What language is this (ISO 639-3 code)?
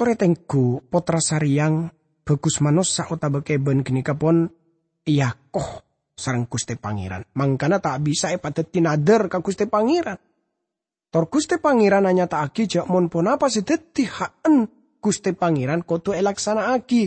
mad